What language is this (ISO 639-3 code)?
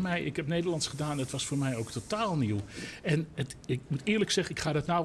nld